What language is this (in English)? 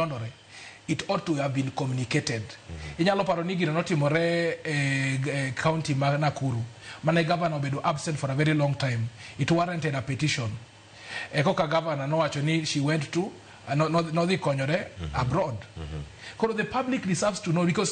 Luo (Kenya and Tanzania)